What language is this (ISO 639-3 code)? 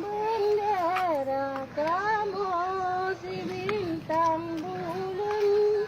ace